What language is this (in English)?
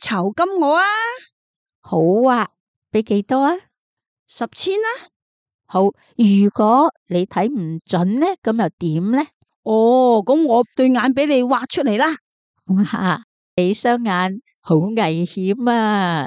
Cantonese